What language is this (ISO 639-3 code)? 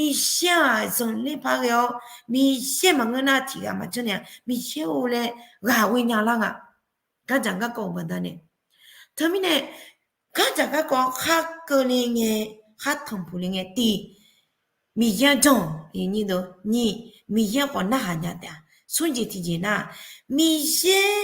ahk